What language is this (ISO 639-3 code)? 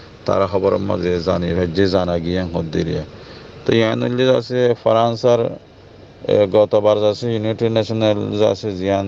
rhg